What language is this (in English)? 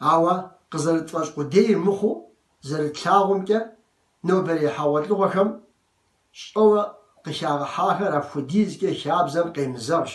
Kabardian